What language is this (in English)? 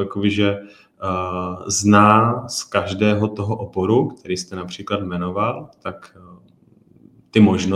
Czech